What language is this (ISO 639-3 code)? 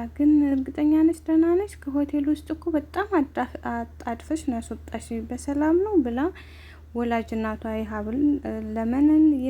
amh